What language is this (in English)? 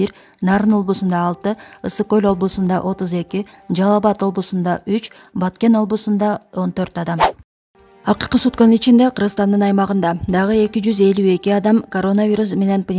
Kyrgyz